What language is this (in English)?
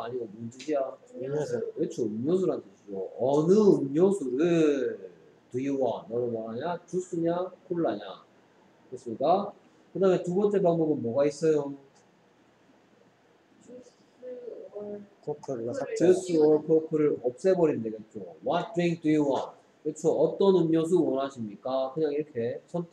Korean